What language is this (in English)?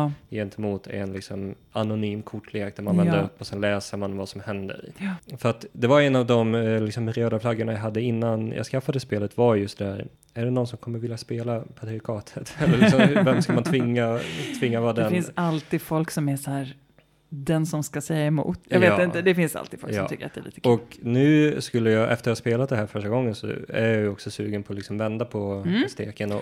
Swedish